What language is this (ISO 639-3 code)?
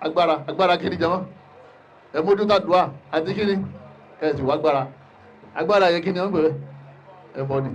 yor